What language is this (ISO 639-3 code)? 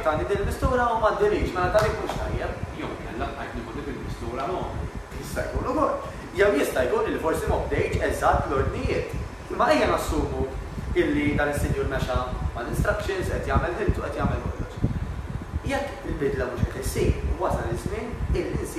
mlt